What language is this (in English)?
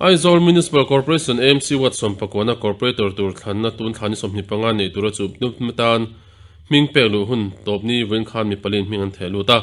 Mizo